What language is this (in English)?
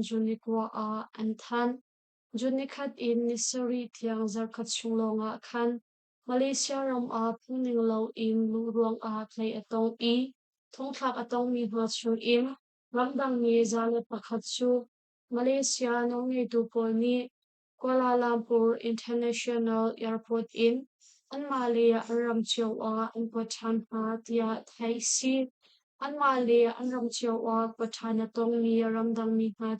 Hakha Chin